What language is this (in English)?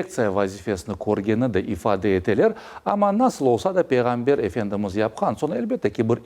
Crimean Tatar